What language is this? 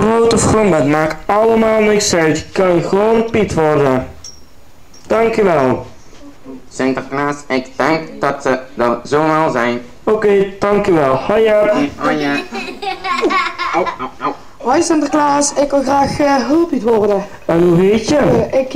Dutch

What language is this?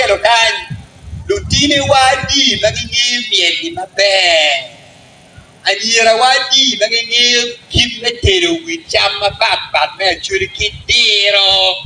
Acoli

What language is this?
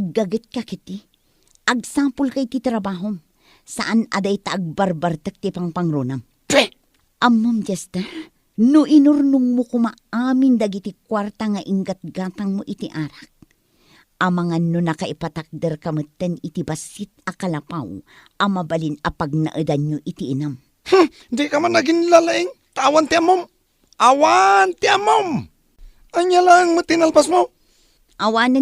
Iloko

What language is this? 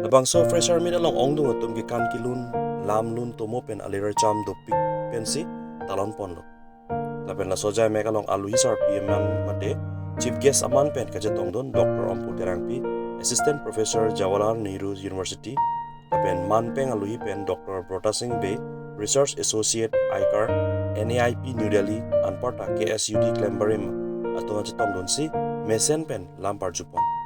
Karbi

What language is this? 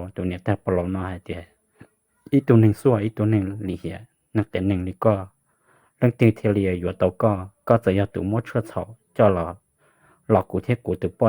Hmong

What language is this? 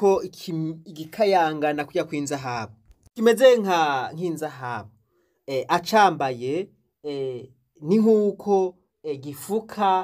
Rundi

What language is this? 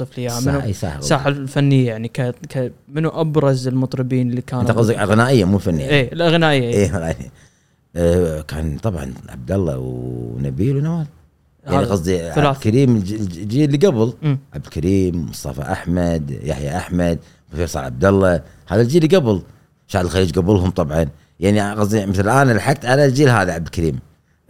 Gulf Arabic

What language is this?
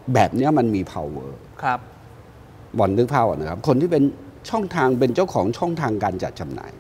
Thai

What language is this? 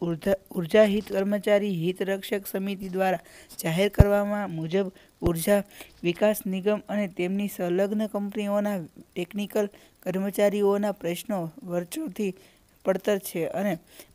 Gujarati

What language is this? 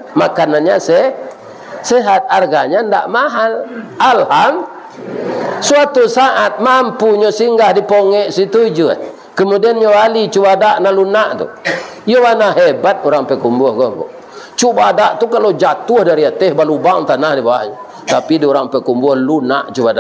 Minangkabau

